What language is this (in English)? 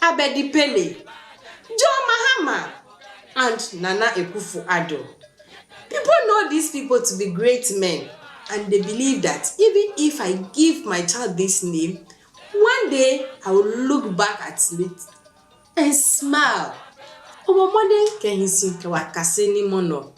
Adangme